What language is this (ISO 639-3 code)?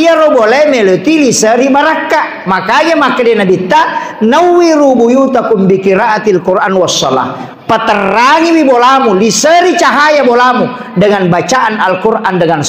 bug